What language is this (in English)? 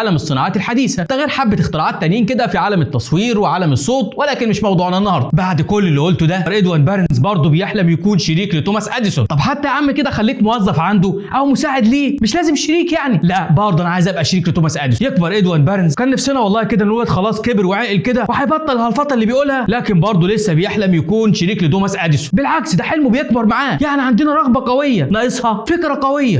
Egyptian Arabic